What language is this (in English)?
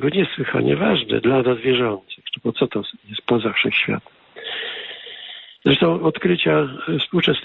Polish